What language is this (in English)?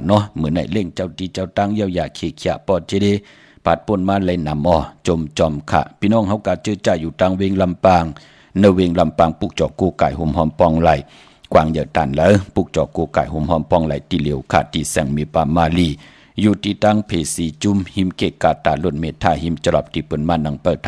Shan